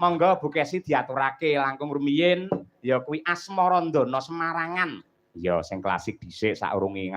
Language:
Javanese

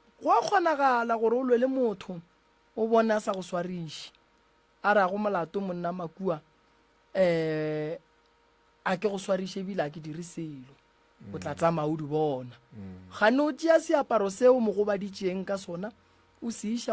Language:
Northern Sotho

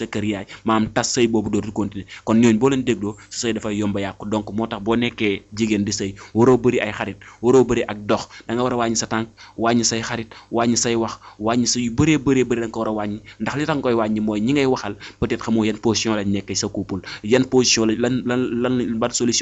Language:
Wolof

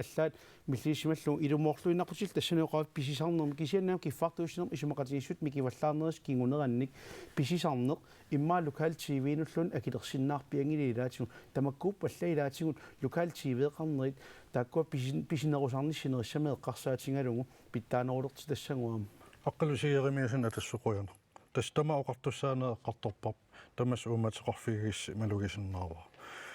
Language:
Kalaallisut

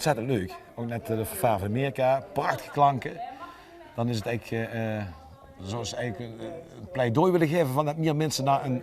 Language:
Limburgish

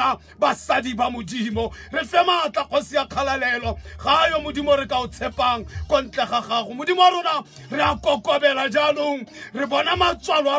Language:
Tswana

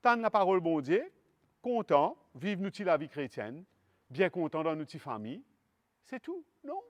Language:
Morisyen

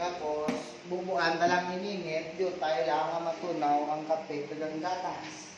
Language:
Hiligaynon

